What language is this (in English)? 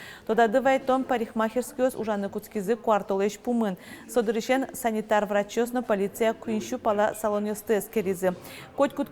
Udmurt